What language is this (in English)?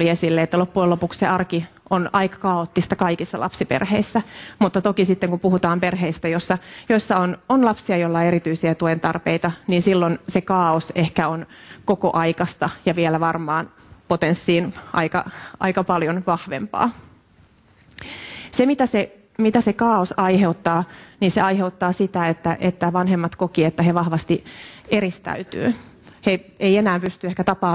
Finnish